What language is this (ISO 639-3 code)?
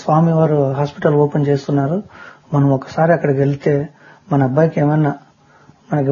tel